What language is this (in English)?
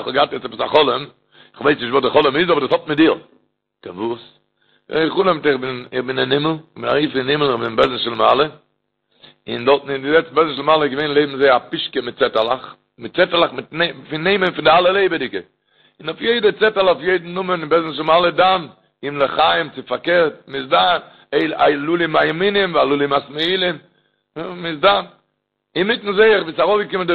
Yiddish